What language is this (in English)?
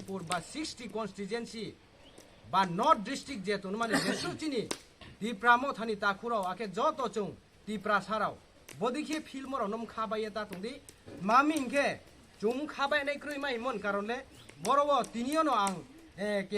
Kok Borok